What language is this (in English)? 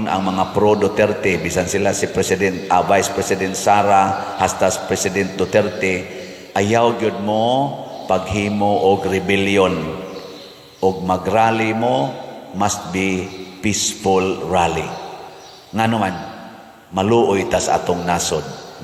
Cebuano